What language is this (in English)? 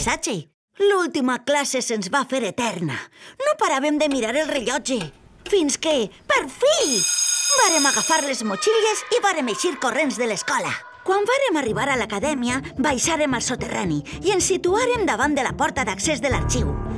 Catalan